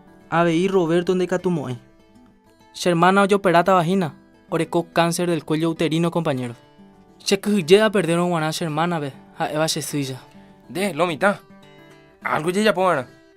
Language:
Guarani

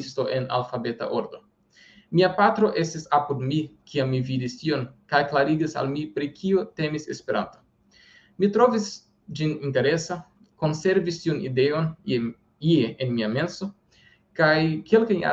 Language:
Esperanto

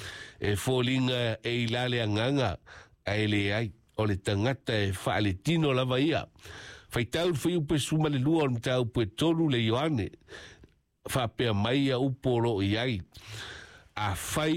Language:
Samoan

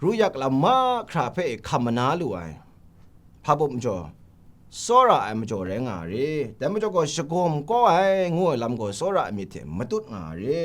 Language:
Kachin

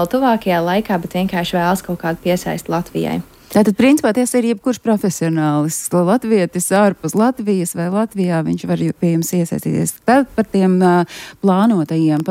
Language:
Latvian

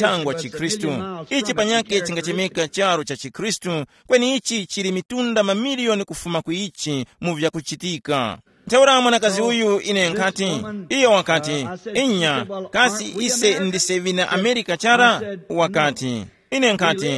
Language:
Tumbuka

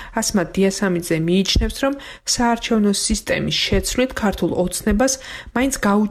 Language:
Georgian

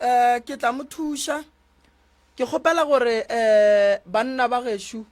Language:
Northern Sotho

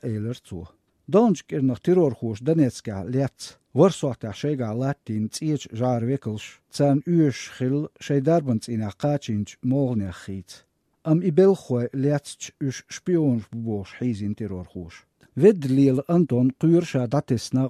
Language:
Chechen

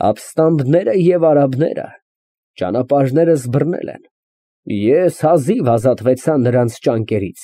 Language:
Armenian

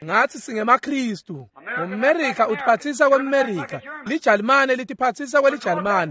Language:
Swati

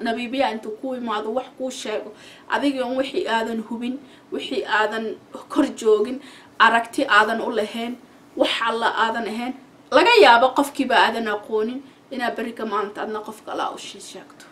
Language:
Somali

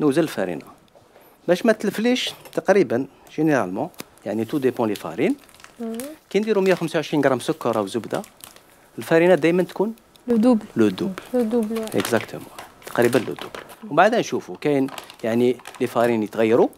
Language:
Algerian Arabic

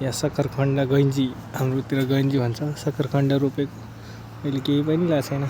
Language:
Nepali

